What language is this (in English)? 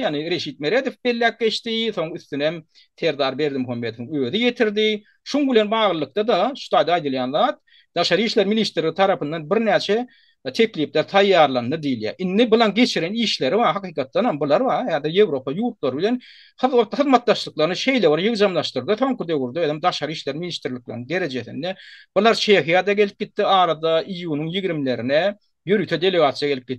Turkmen